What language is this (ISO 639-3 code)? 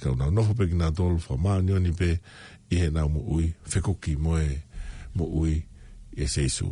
ton